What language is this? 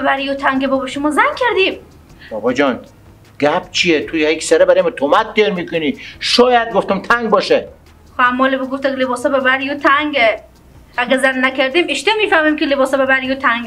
Persian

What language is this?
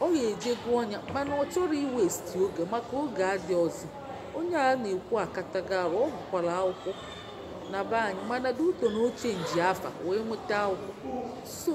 Igbo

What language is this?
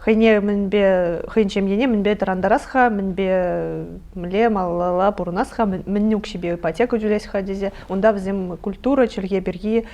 Chuvash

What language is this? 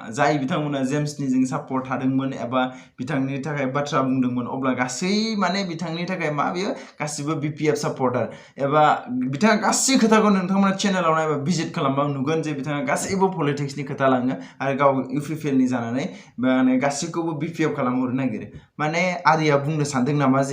Bodo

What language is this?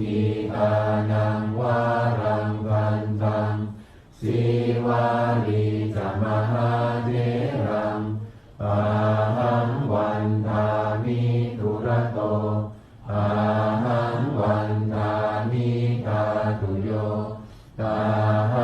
Pali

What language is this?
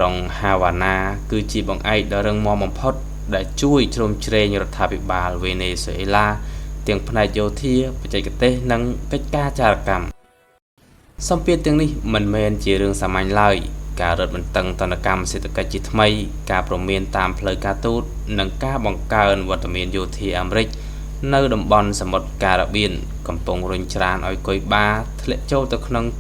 Khmer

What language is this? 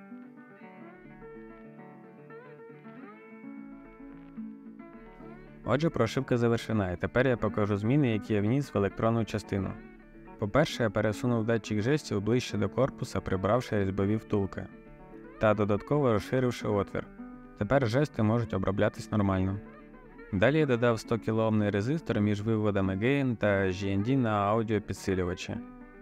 Ukrainian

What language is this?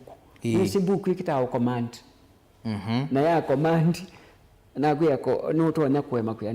Kamba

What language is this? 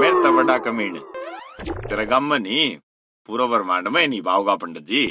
Haryanvi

